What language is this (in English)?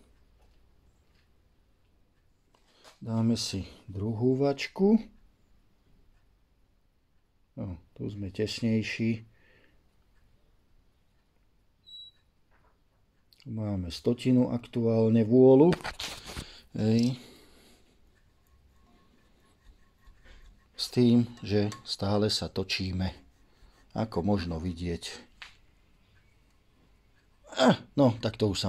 Slovak